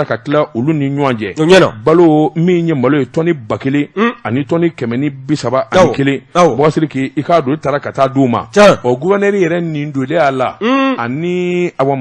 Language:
Bambara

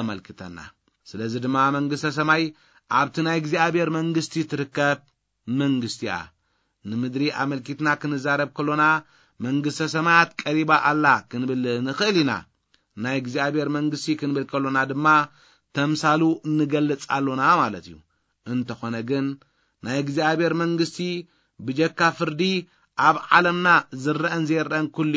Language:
Tigrinya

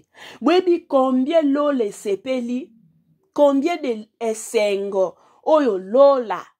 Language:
Lingala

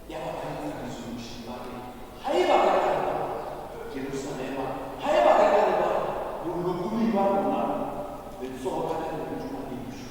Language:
Southern Sotho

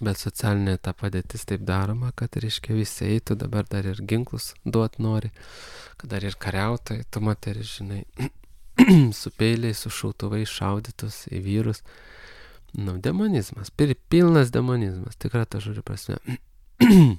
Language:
Lithuanian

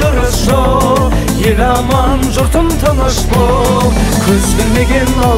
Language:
Kazakh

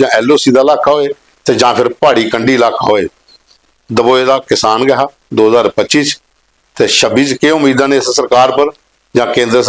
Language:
Dogri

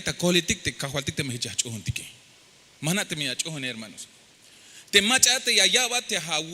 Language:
Tzeltal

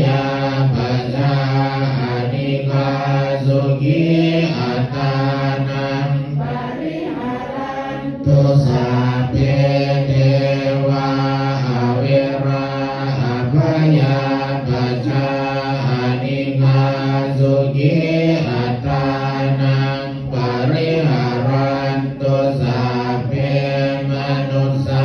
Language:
Pali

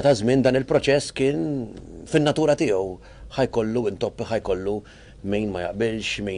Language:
Maltese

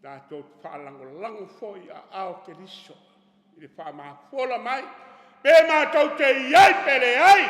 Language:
Samoan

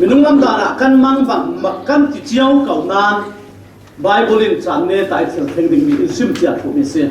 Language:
Falam Chin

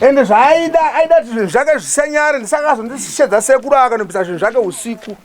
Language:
Shona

